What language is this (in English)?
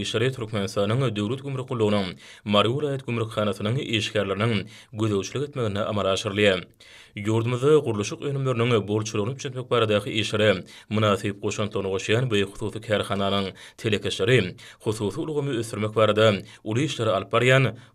Turkmen